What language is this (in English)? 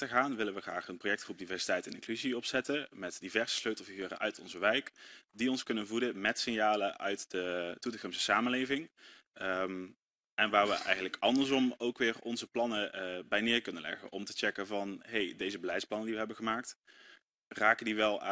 Dutch